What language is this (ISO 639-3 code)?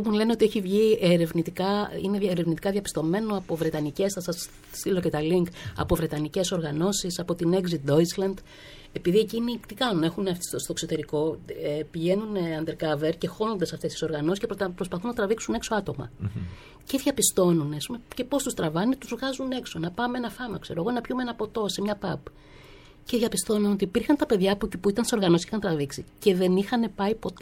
ell